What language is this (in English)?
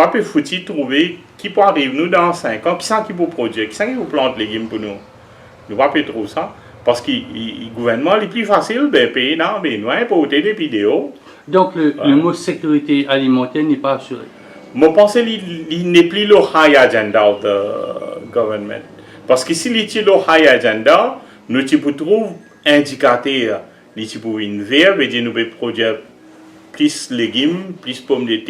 Morisyen